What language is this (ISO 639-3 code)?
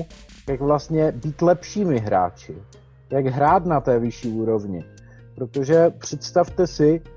ces